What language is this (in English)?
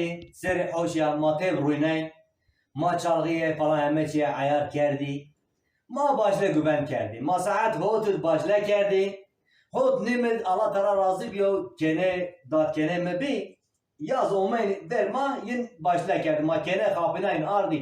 Zaza